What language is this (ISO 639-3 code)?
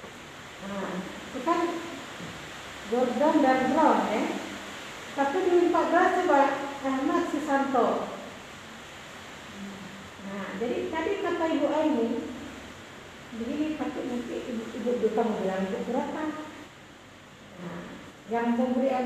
ind